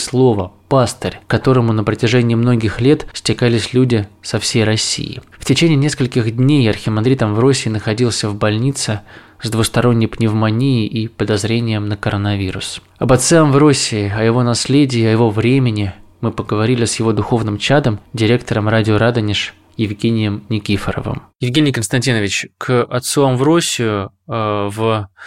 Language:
Russian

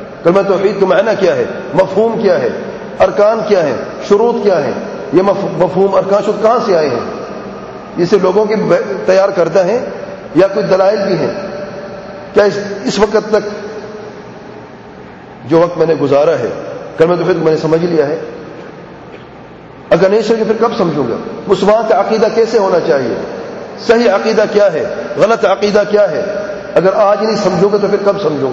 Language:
Urdu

